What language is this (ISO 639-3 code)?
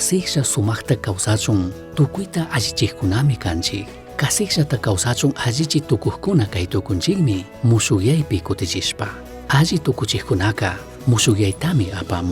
qug